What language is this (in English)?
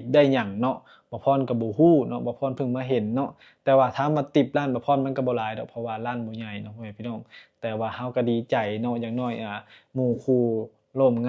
Lao